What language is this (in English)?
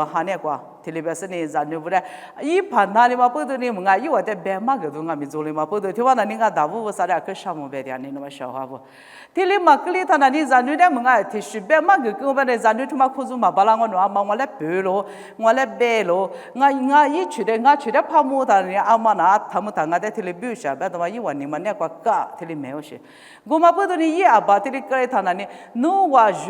Lisu